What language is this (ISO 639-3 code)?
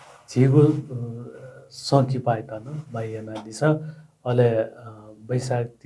new